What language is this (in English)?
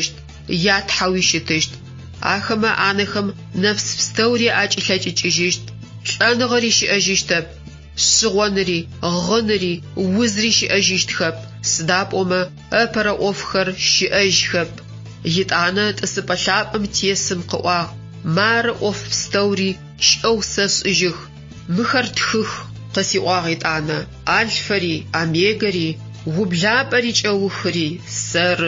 Adyghe